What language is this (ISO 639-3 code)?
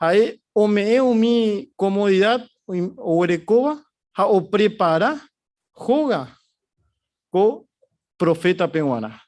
grn